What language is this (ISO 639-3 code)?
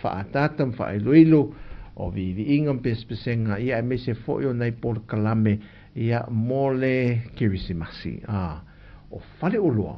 smo